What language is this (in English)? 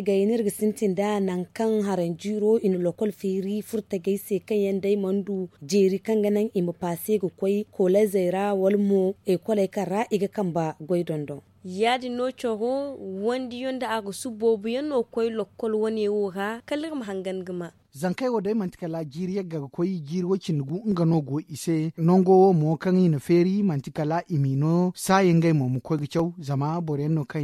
Zarma